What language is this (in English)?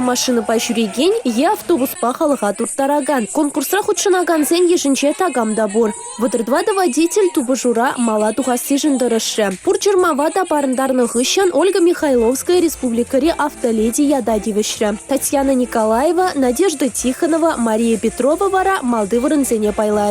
Chuvash